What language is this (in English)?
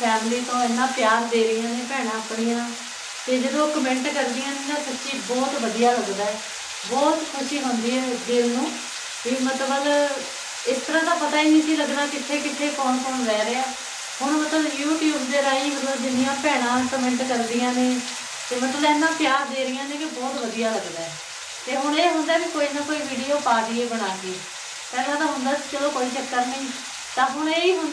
Punjabi